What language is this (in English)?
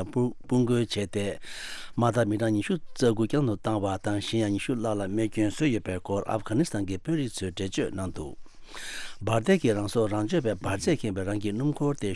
Tibetan